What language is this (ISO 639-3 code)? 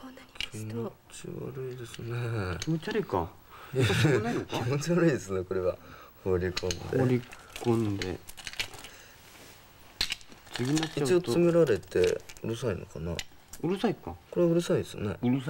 jpn